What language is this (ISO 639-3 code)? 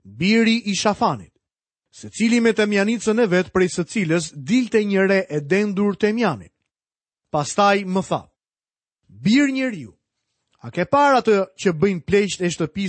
sqi